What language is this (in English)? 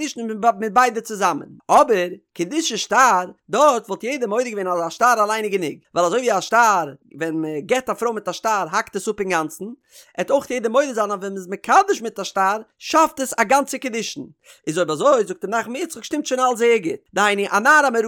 Yiddish